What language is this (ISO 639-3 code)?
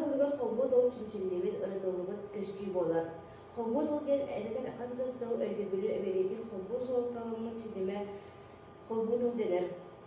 sah